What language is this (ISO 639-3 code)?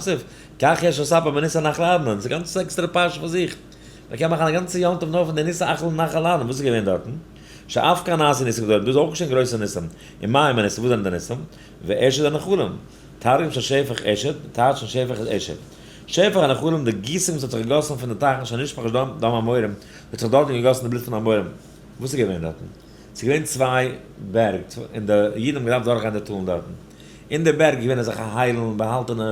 yid